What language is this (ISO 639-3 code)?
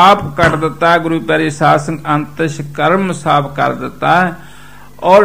pan